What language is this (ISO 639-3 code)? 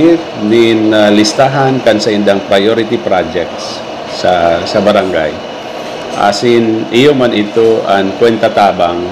bik